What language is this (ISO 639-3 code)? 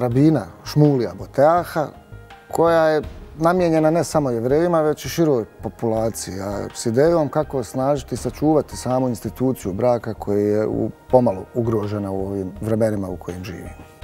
bos